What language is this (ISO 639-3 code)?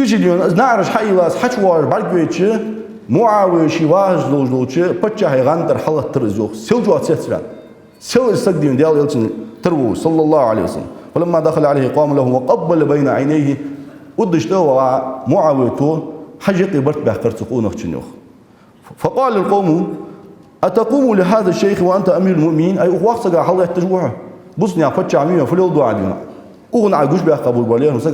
inh